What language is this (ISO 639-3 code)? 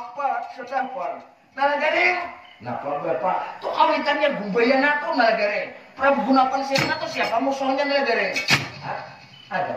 bjn